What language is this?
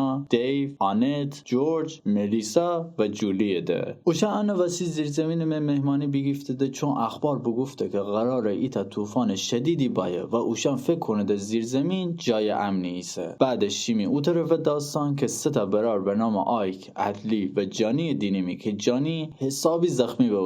Gilaki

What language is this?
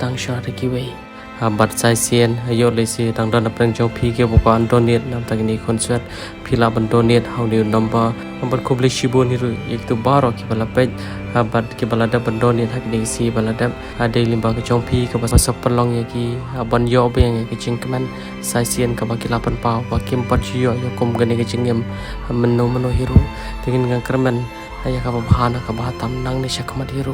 Khasi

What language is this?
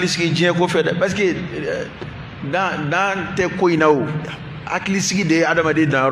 Bambara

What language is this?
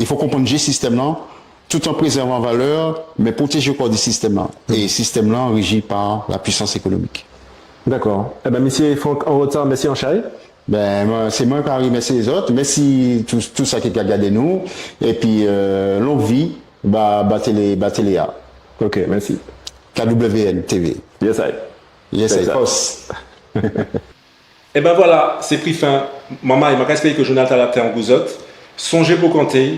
Guadeloupean Creole French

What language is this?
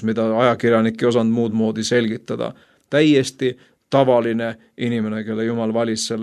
Estonian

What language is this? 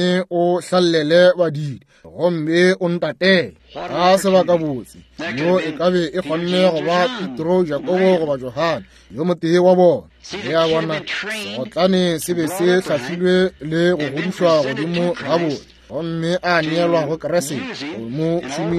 Northern Sotho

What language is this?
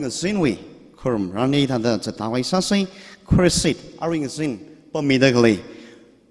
Tangkhul Naga (India)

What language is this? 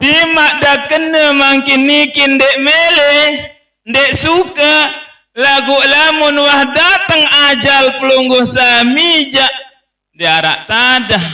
Sasak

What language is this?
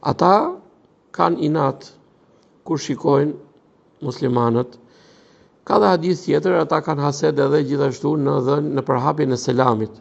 Albanian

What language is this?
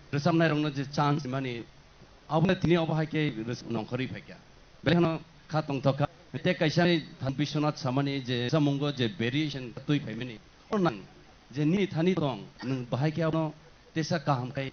Kok Borok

